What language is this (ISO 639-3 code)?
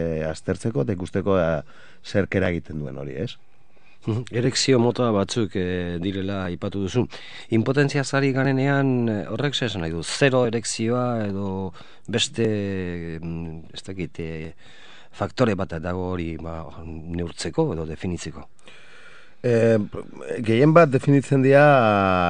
eus